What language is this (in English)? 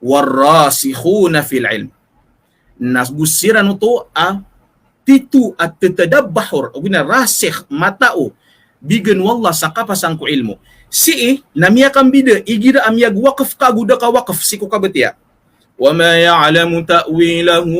Maranao